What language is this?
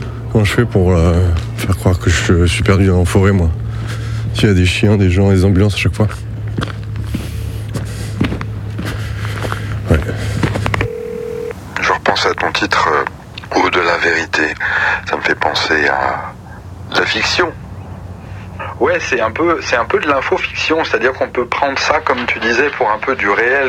French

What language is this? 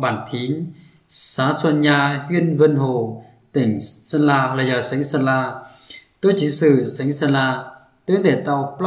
Hmong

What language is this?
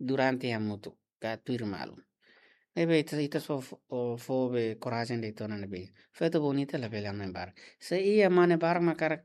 Tetum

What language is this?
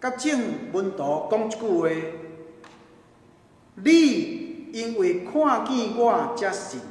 Min Nan Chinese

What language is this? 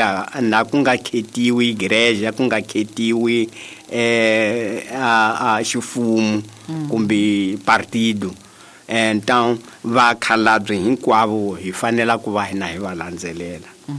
Tsonga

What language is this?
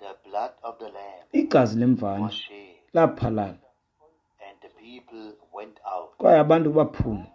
Xhosa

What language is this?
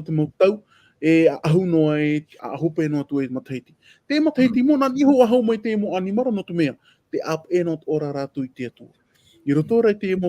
Tahitian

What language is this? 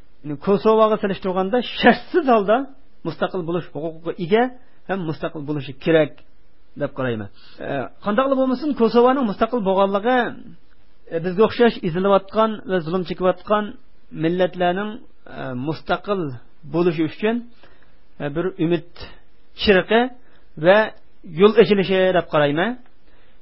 Uyghur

